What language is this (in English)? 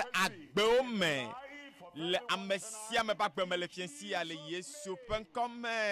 Ewe